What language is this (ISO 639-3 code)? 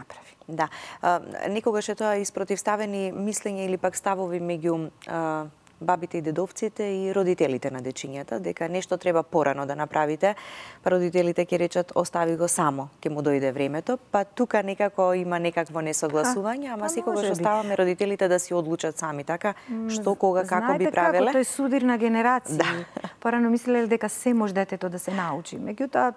mkd